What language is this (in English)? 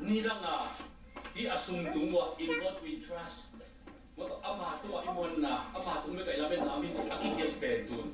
Tedim Chin